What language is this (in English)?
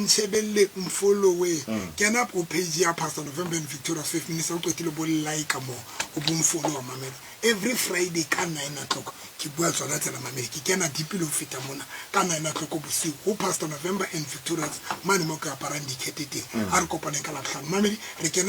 Tswana